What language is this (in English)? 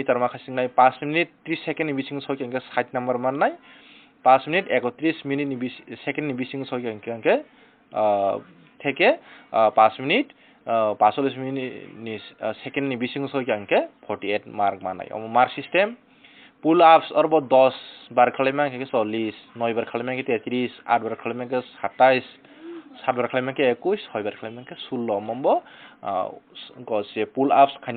Kok Borok